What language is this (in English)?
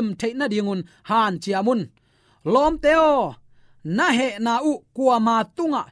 Tedim Chin